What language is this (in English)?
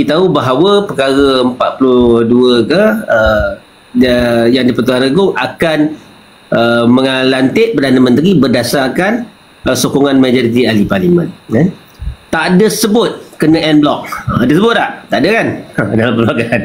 Malay